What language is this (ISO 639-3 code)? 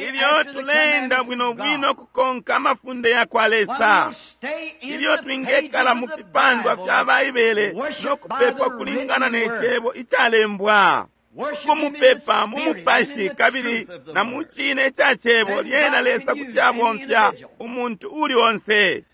bem